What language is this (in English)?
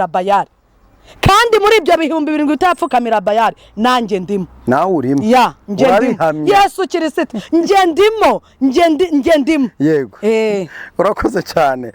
Kinyarwanda